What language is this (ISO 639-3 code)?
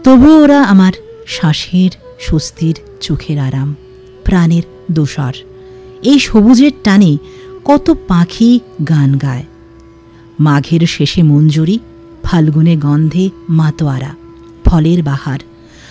ben